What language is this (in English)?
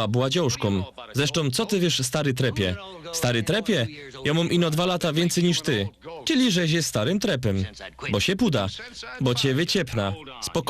Silesian